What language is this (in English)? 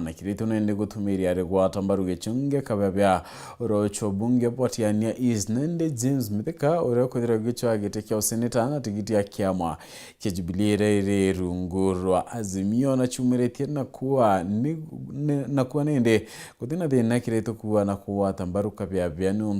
Meru